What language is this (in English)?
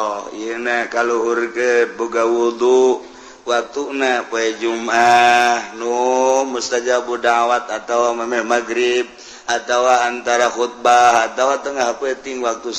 Sundanese